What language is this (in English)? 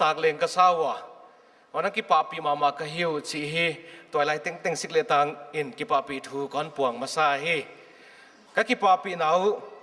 Paite Chin